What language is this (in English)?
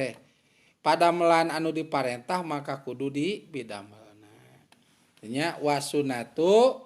Sundanese